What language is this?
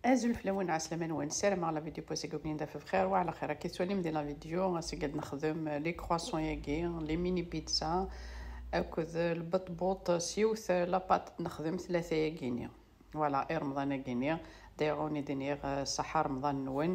Kabyle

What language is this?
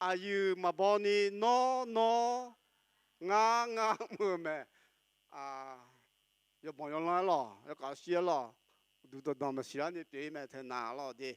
Akha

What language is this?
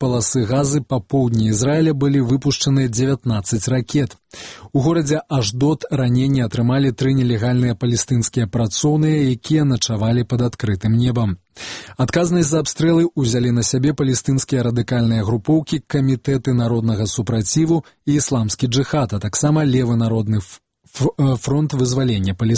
Belarusian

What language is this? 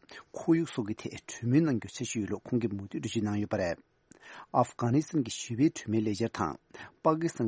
Tibetan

